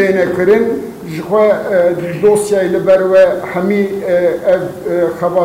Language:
Kurdish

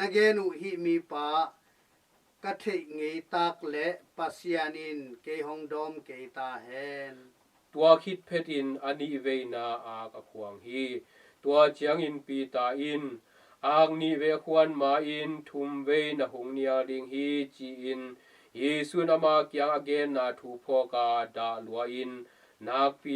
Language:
Tedim Chin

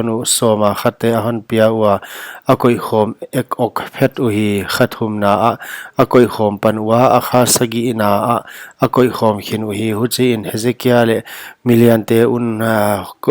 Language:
Paite Chin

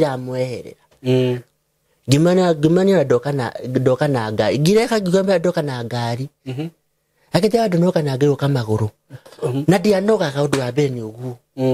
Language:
Kikuyu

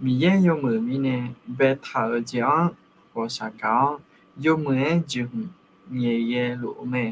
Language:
Akha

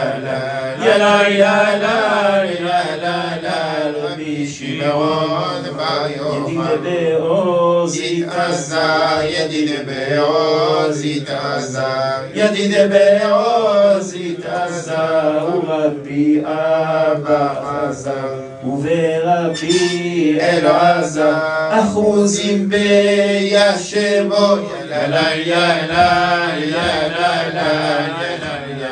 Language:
Hebrew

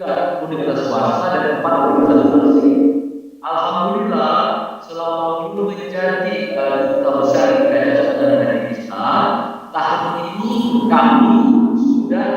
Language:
Banjar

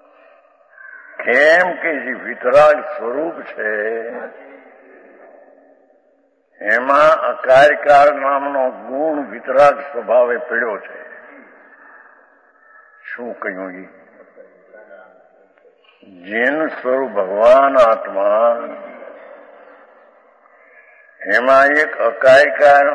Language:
Gujarati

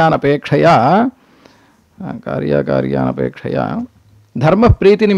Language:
Sanskrit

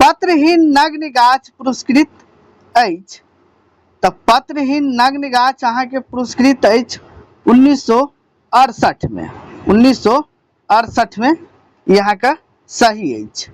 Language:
Maithili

